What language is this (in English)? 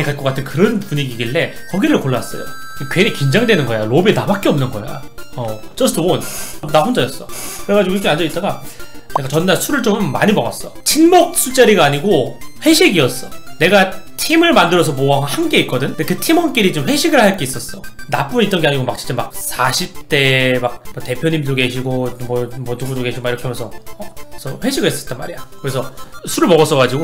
Korean